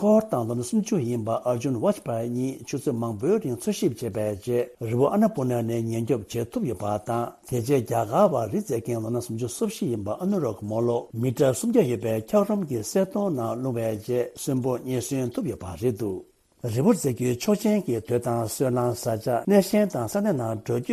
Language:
Tibetan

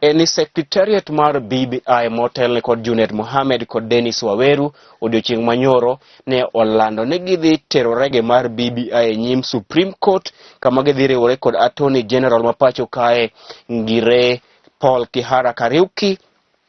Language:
Luo (Kenya and Tanzania)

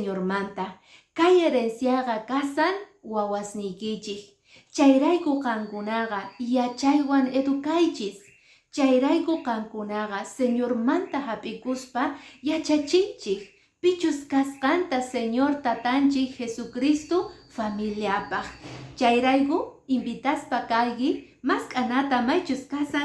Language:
Quechua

